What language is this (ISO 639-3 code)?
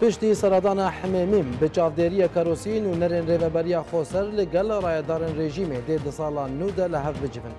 kur